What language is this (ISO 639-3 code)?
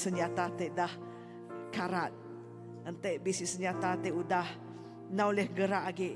iba